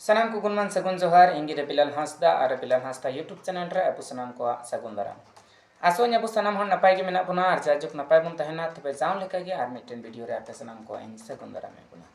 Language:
Santali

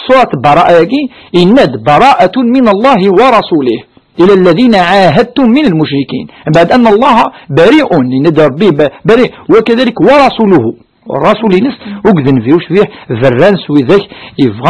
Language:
Kabyle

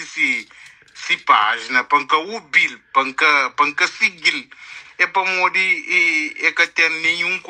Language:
Kabuverdianu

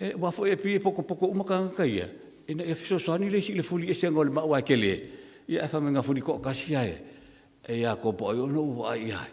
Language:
Samoan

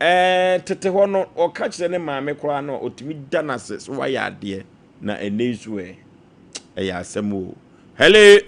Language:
Akan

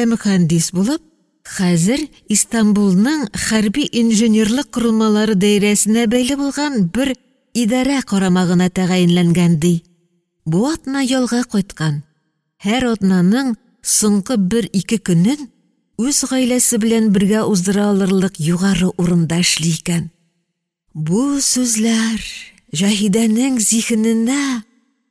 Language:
Tatar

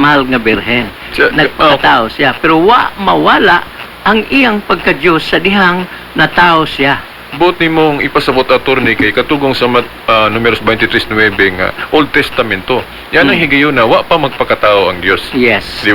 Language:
Cebuano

